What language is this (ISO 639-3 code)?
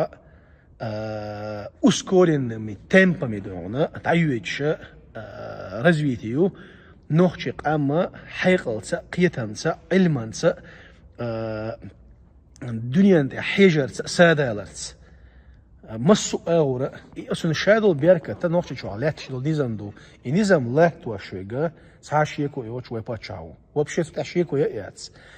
che